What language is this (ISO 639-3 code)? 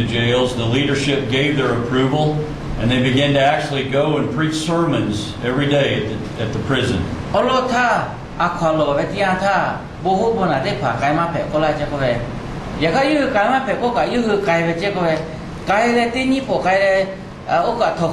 lhu